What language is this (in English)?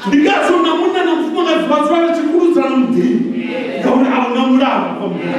Venda